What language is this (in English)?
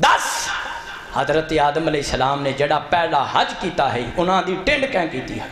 Saraiki